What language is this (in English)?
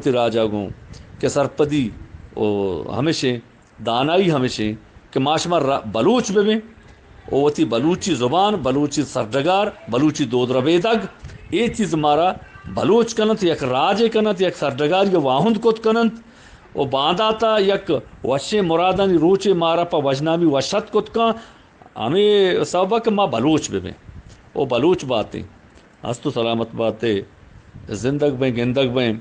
Eastern Balochi